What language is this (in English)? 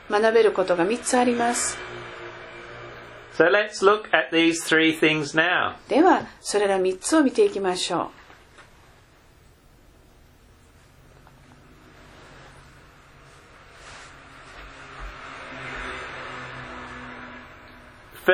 Japanese